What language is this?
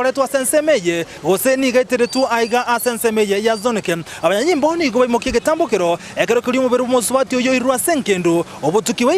Gusii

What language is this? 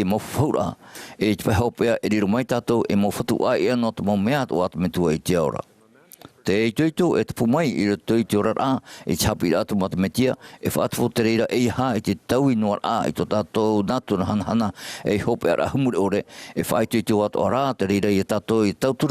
Tahitian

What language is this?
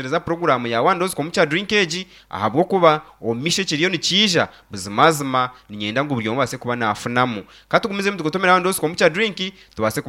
Nyankole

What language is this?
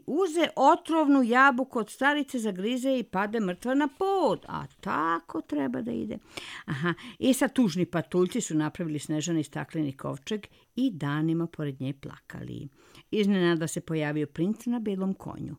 Serbian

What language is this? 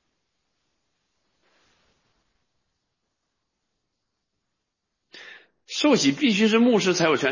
Chinese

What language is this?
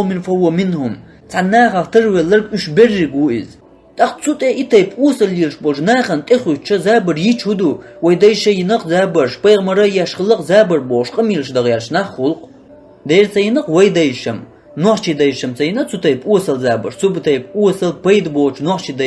Chechen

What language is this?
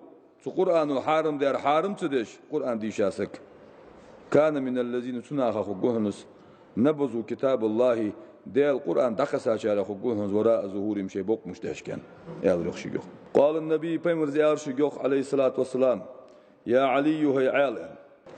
Ingush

